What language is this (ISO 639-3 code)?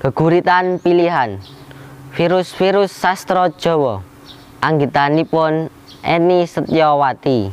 jav